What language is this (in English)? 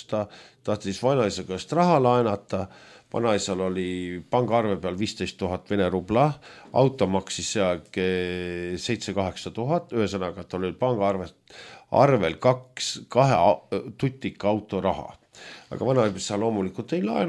Estonian